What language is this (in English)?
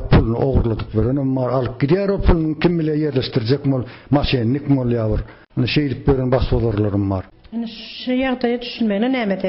Turkmen